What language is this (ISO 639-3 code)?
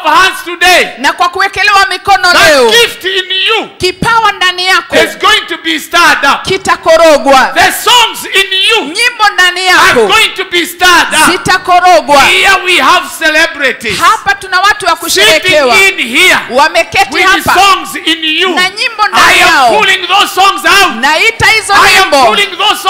swa